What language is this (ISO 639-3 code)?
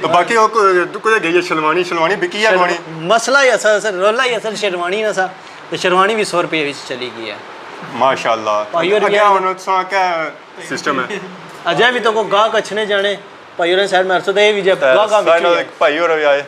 phr